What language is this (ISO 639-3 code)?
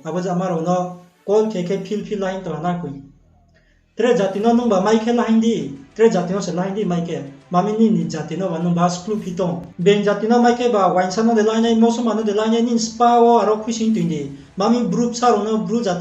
ria